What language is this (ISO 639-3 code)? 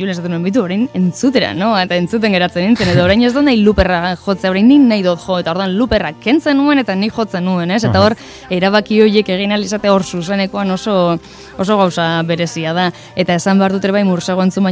eus